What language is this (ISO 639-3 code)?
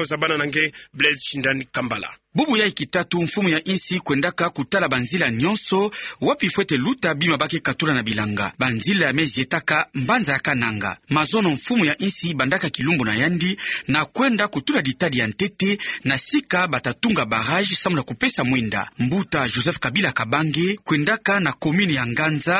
ktu